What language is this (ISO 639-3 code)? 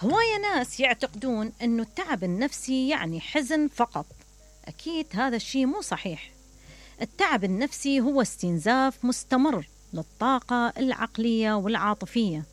acm